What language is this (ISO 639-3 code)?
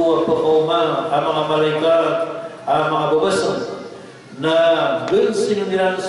mrw